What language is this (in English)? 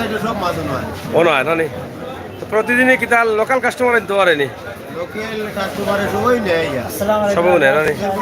Sylheti